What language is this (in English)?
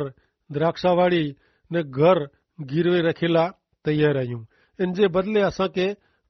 Kachhi